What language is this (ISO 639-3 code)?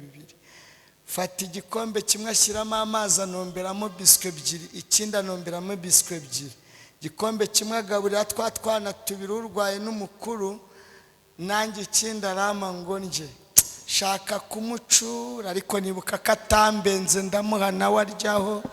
kin